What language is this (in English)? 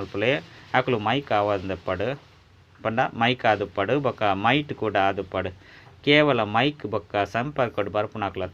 Tulu